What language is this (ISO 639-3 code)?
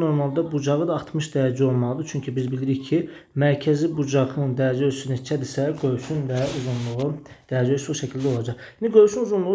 aze